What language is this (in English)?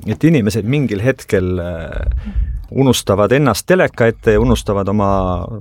Estonian